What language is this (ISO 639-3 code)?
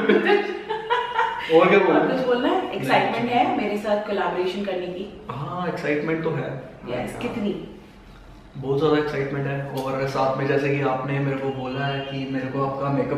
hin